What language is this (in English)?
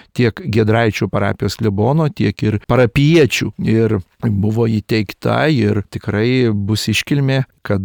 Lithuanian